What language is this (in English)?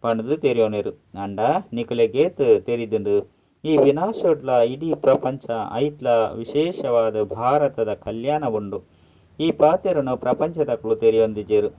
Tulu